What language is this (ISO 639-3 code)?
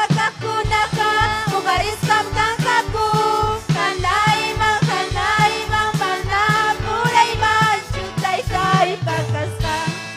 quy